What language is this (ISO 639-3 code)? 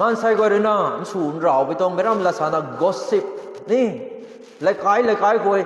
nbu